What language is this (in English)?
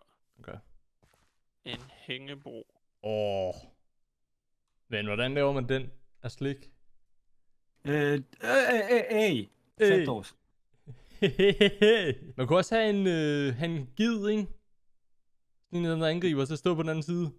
Danish